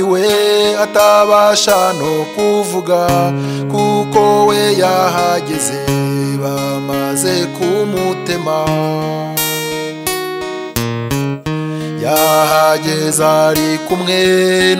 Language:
Kinyarwanda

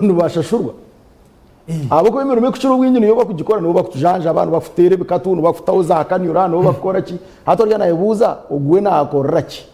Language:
Nyankole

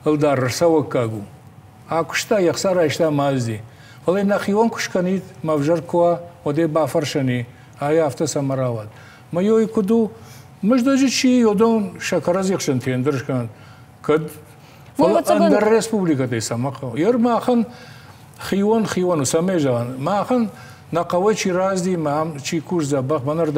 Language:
Ossetic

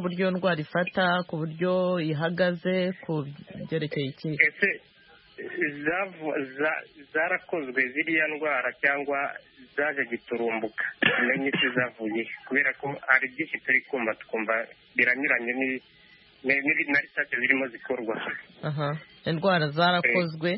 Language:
Kinyarwanda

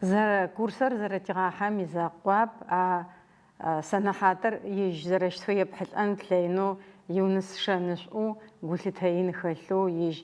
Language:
Adyghe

